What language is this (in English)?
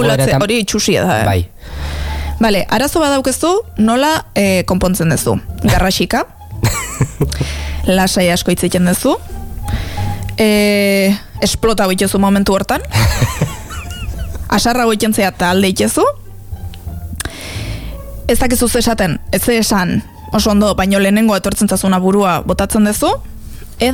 Basque